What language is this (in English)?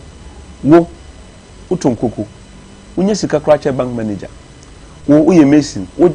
Akan